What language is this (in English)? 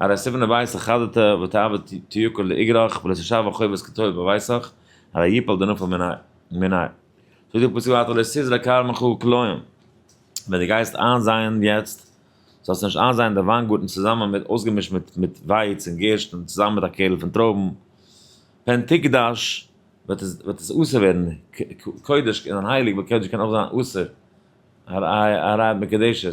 Yiddish